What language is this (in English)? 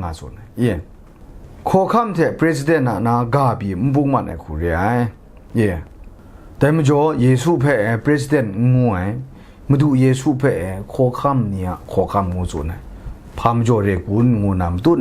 Kachin